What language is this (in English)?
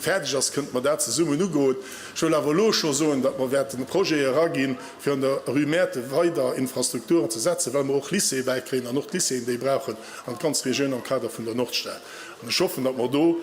Luxembourgish